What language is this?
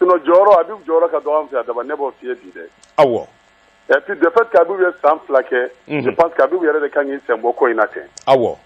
Bambara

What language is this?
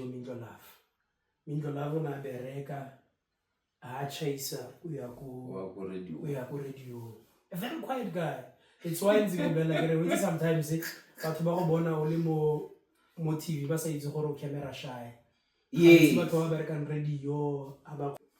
Tswana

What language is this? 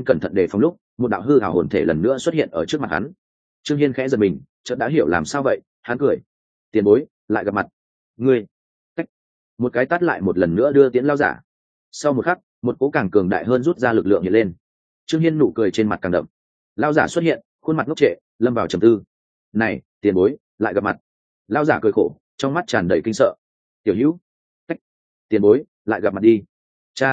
Vietnamese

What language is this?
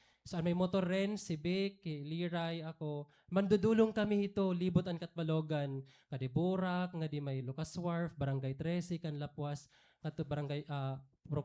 Waray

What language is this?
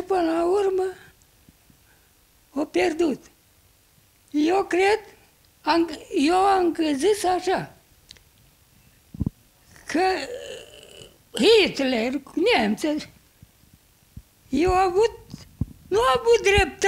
Romanian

